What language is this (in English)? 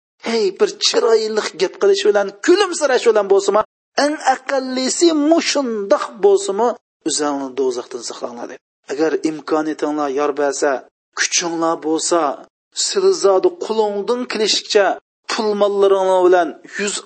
Uyghur